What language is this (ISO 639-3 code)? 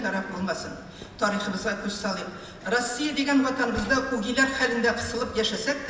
tat